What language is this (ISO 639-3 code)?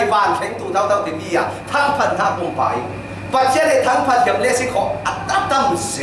cfm